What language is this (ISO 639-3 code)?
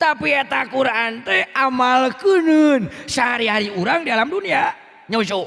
sun